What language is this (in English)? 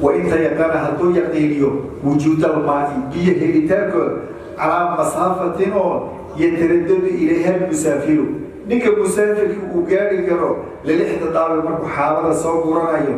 Somali